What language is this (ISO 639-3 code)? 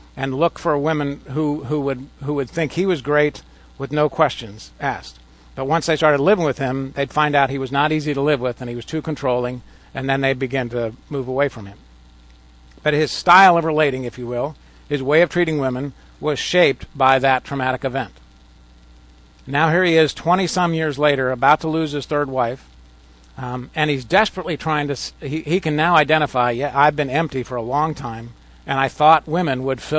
eng